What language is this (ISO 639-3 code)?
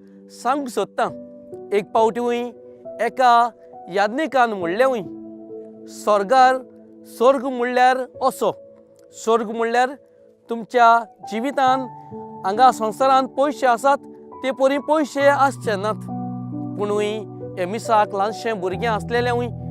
kok